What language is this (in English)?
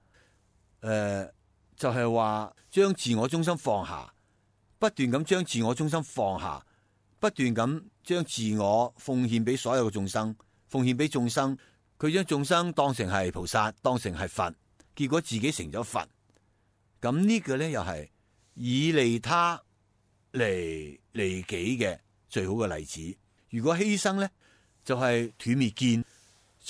Cantonese